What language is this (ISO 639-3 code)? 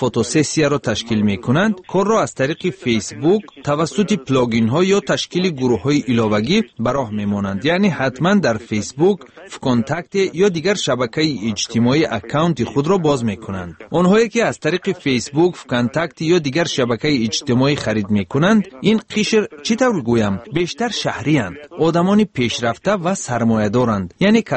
tgk